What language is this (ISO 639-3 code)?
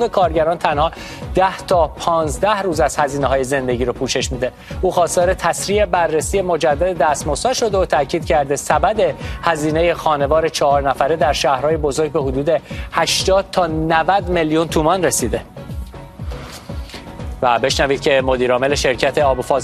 fas